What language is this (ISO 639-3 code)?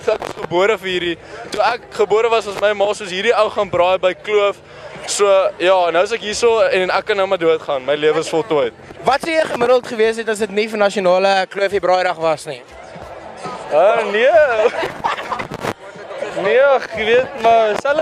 afr